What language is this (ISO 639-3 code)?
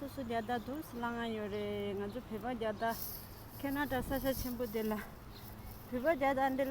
bod